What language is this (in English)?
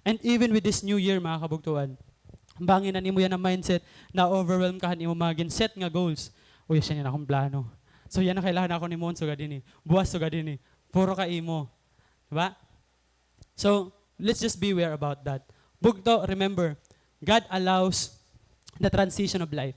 Waray